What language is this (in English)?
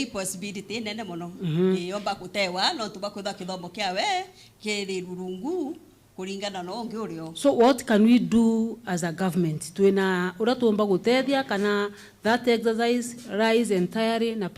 Meru